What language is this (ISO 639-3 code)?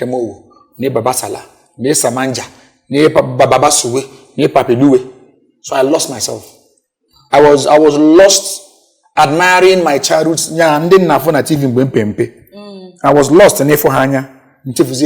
ibo